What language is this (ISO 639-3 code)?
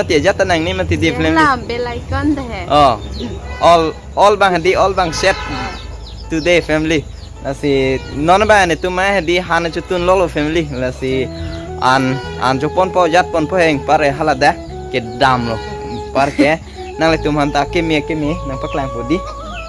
mjw